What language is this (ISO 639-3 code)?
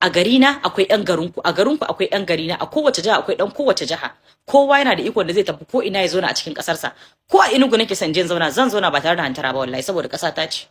hau